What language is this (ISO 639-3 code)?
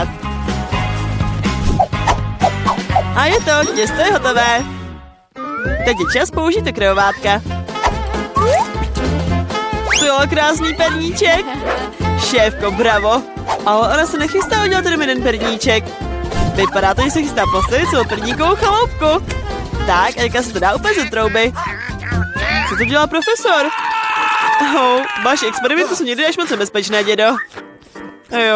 ces